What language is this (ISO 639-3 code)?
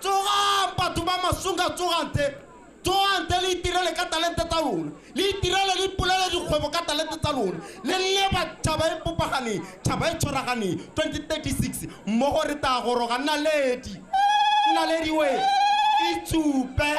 tsn